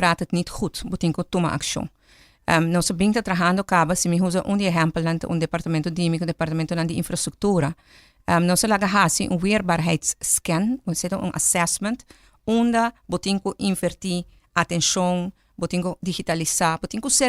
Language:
Papiamento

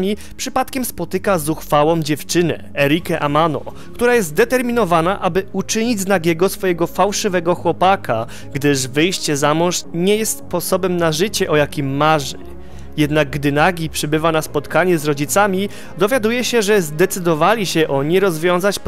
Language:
Polish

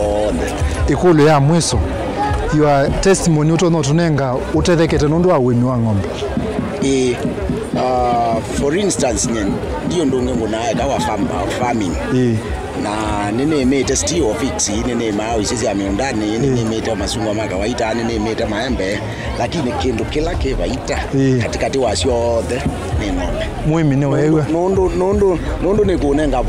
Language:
Kamba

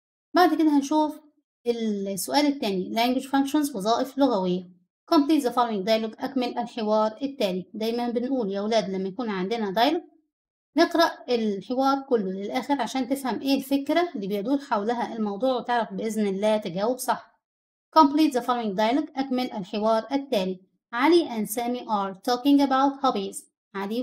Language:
Egyptian Arabic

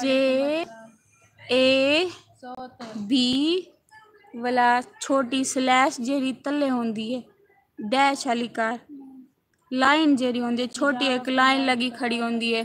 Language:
Saraiki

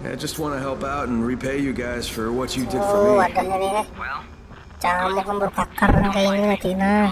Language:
Banjar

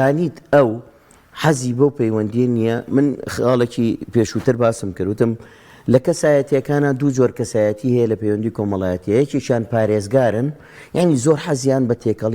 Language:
Central Kurdish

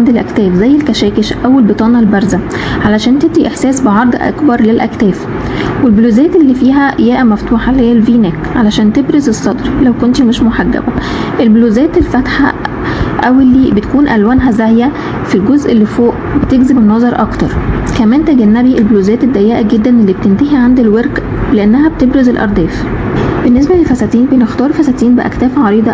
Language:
Egyptian Arabic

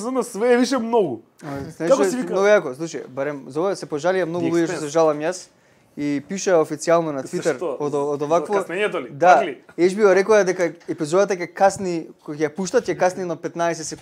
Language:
Macedonian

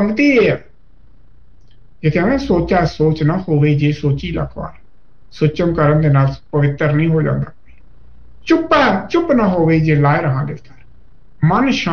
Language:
Punjabi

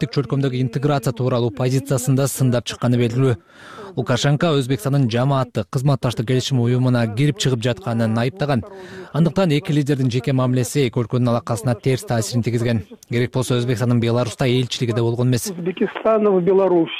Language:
Kyrgyz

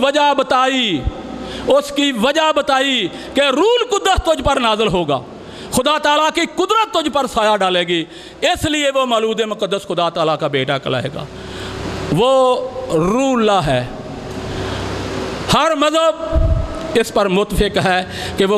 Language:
Urdu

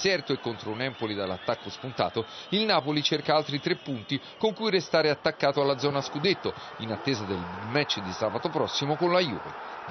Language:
Italian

